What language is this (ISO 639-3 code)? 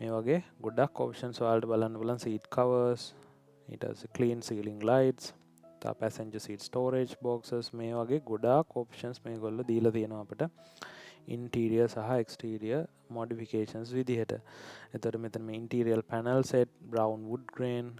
sin